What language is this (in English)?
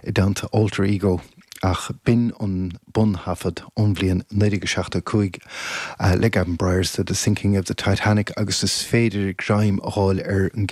Irish